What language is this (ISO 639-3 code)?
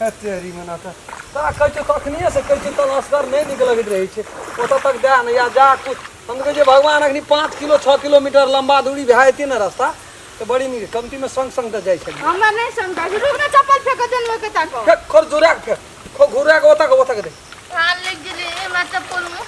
mai